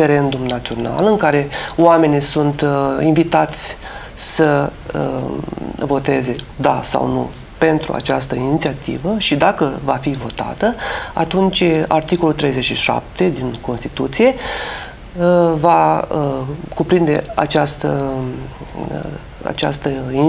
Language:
Romanian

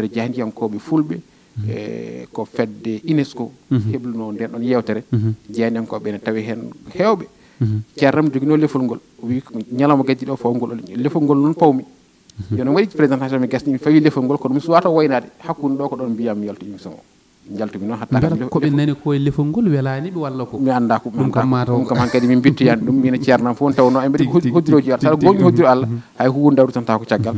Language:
Fula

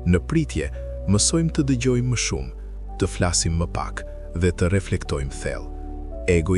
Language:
Albanian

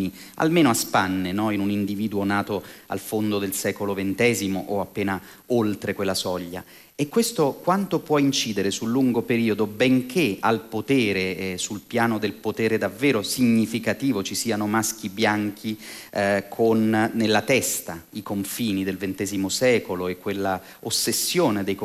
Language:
Italian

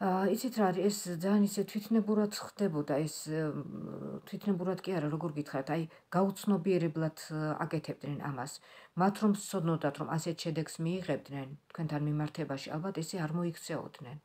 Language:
Georgian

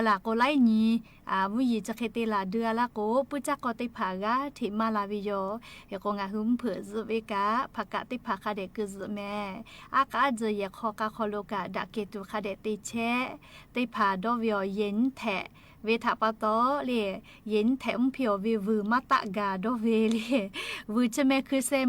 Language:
Lahu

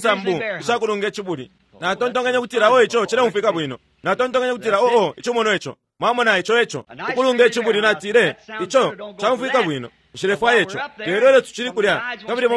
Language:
Bemba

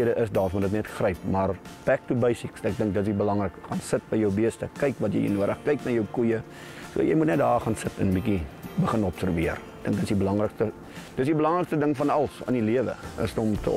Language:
Afrikaans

